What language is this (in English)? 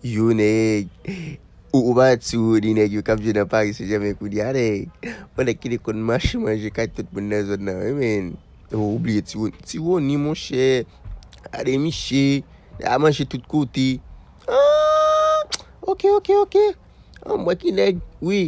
Haitian Creole